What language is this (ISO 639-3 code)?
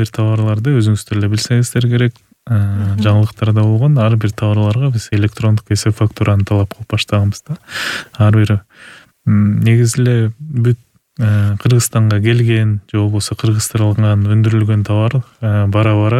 kir